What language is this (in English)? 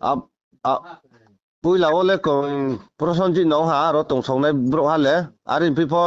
Riang (India)